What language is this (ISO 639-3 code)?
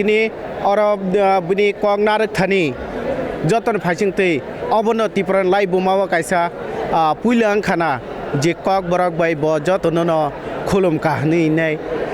trp